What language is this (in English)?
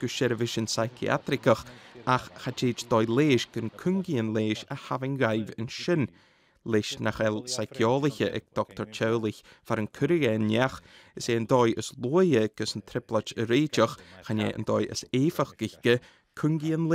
Scottish Gaelic